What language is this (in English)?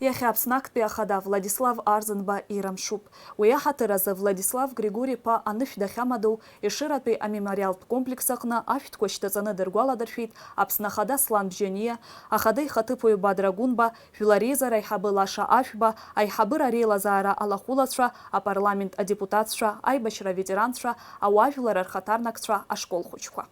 Abkhazian